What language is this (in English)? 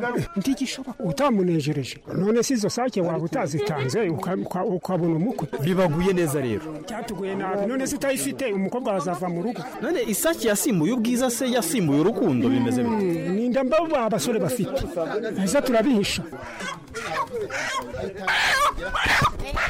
Kinyarwanda